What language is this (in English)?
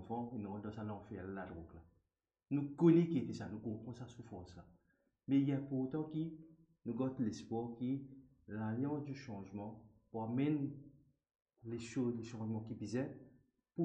Morisyen